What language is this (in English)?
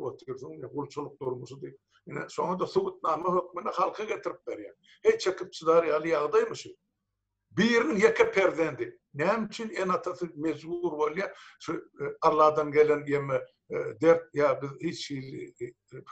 Turkmen